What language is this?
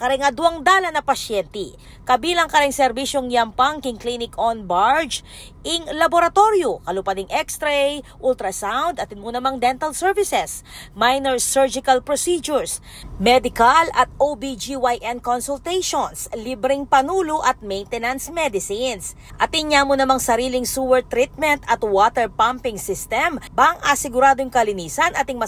Pampanga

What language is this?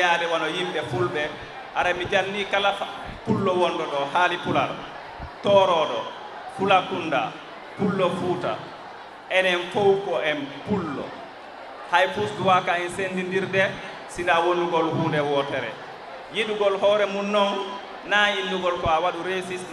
Fula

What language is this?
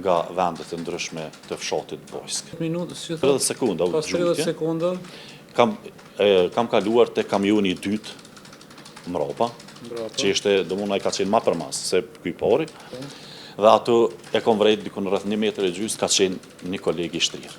Albanian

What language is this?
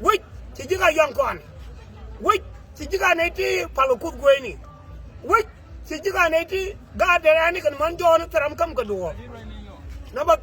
Nuer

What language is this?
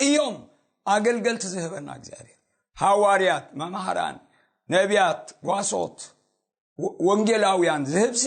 Tigrinya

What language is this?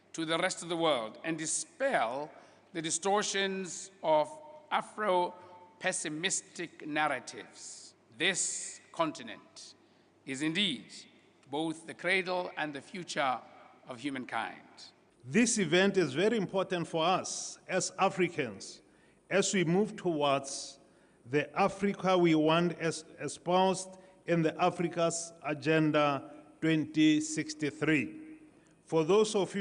Tswana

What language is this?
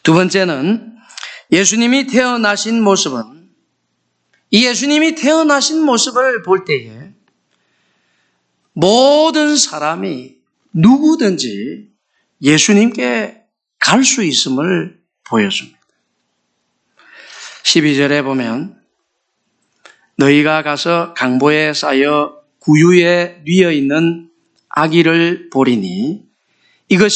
Korean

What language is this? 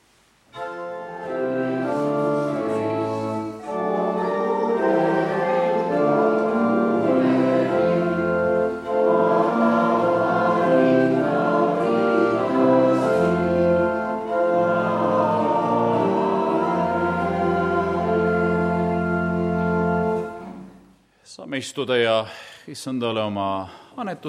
Estonian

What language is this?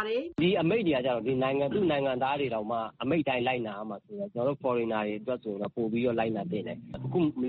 Burmese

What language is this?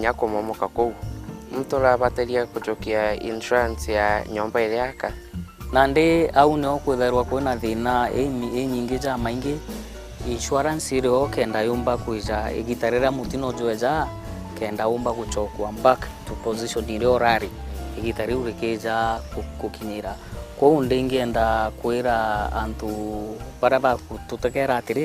Meru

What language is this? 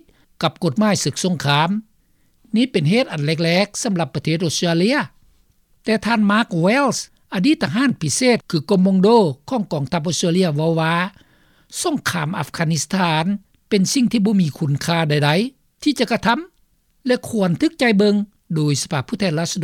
Lao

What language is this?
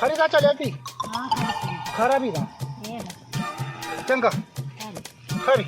Dogri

